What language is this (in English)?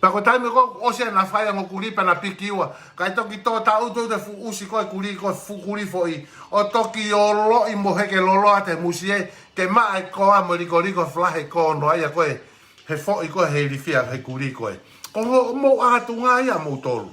Tongan